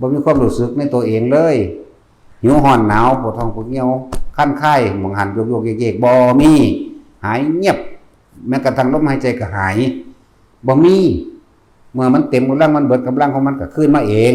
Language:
Lao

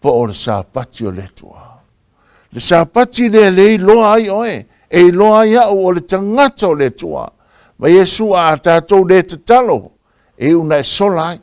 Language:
Samoan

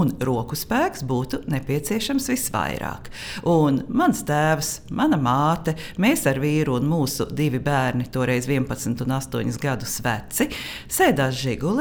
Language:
Latvian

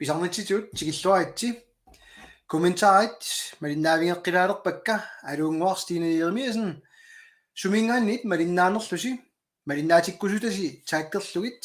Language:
Kalaallisut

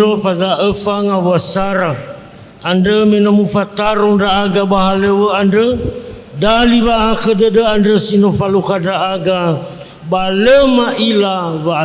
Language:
Nias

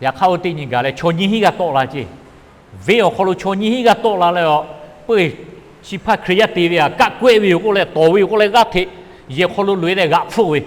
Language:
Lahu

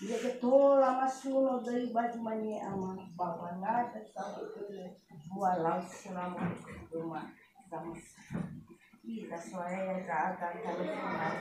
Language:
Nias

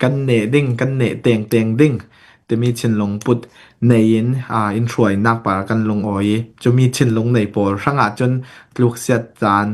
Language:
Hakha Chin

